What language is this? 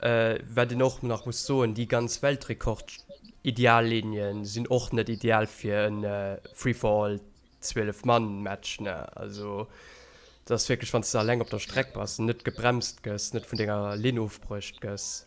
Luxembourgish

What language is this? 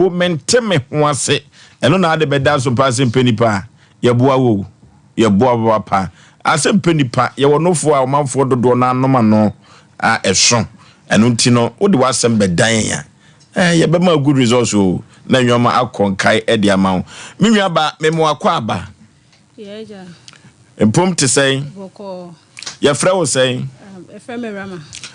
Akan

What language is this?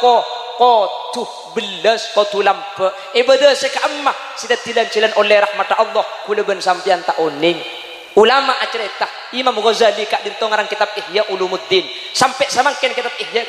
Madurese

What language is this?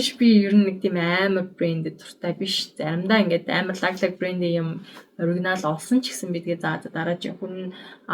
Mongolian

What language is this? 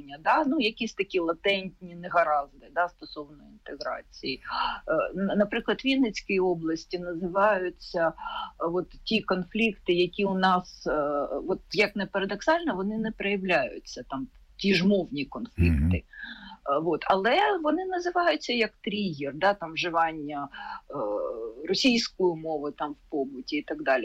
Ukrainian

